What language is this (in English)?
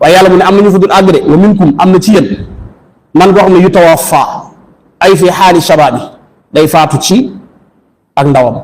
Wolof